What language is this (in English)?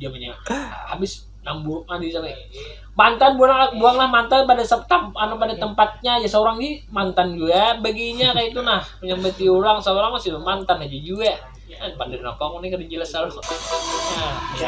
Banjar